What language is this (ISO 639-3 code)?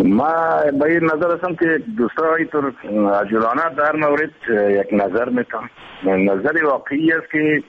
fas